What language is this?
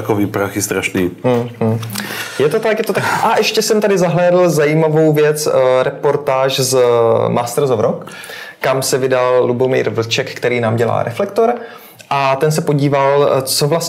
Czech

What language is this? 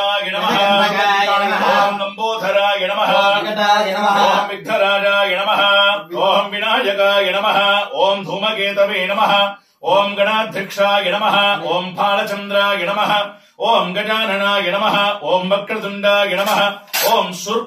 Telugu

